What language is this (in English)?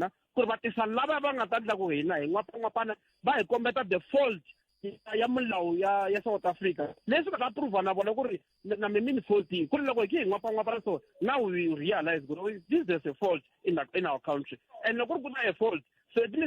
Tsonga